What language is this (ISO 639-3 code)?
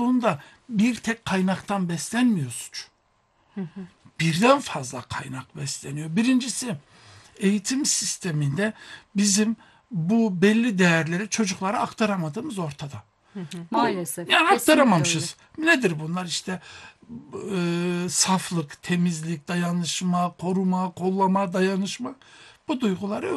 tur